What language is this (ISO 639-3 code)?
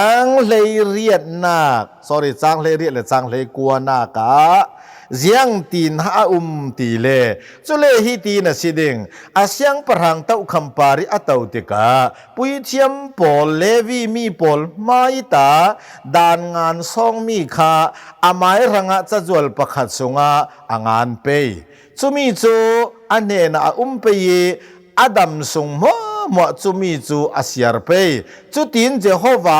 cnh